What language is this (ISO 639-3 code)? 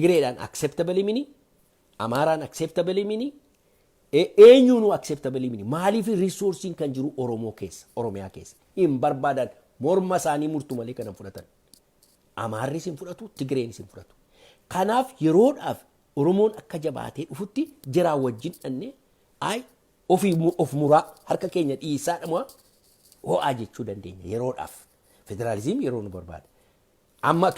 orm